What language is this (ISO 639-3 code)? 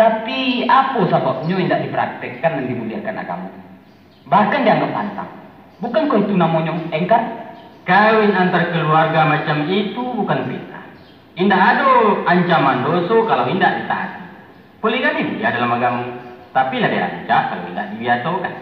min